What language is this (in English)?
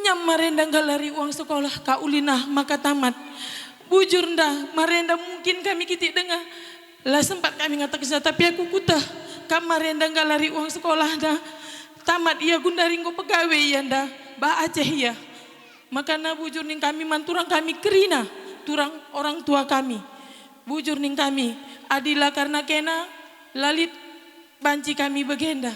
Batak Karo